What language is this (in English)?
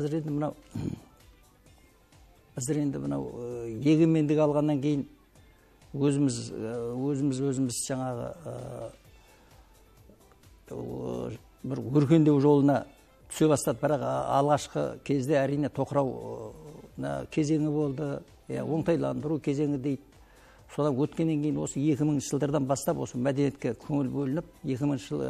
Kazakh